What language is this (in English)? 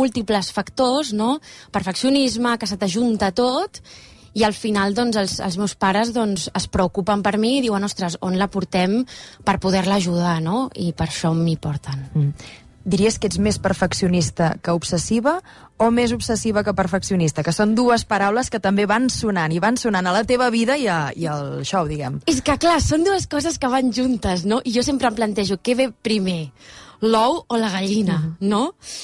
Catalan